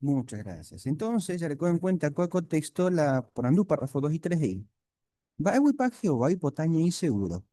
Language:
Guarani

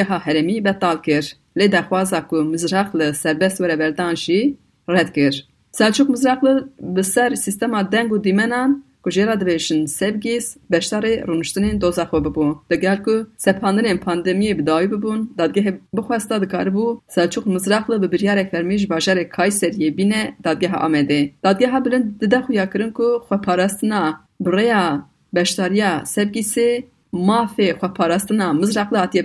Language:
Kurdish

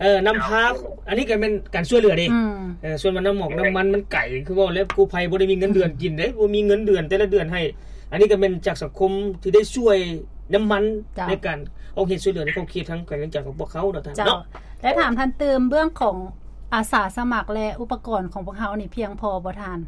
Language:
Lao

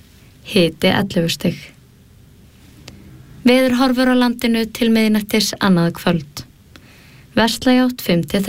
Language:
Icelandic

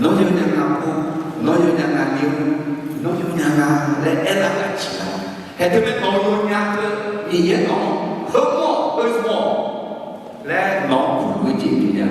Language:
Akha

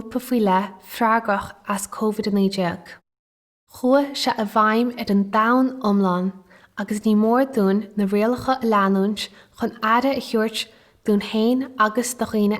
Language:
Irish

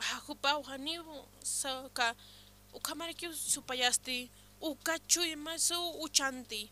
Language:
Aymara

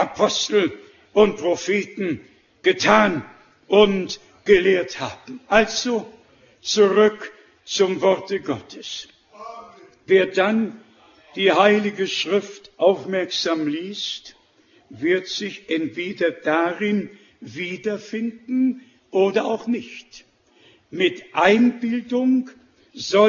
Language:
German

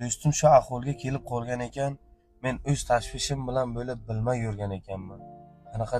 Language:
Uzbek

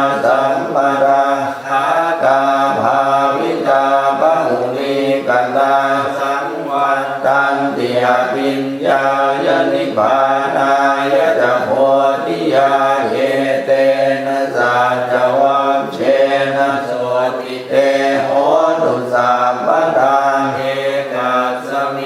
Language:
Pali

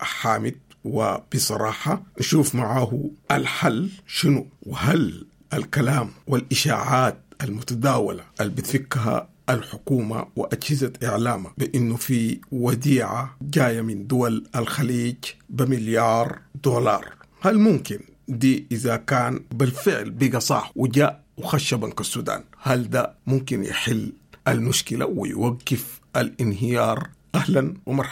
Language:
Sudanese Arabic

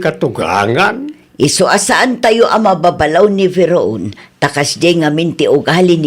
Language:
Iloko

